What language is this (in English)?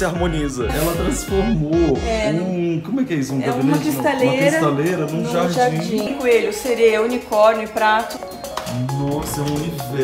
Portuguese